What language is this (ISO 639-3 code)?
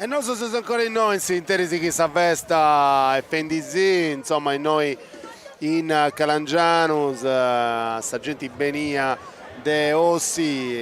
srd